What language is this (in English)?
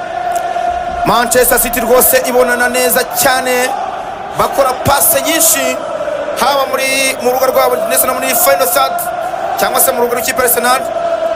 Kinyarwanda